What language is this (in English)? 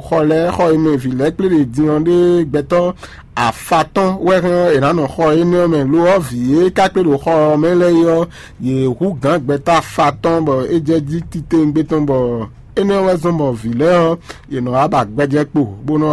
Fon